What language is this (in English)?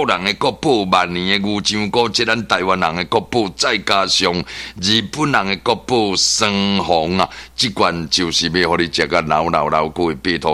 Min Nan Chinese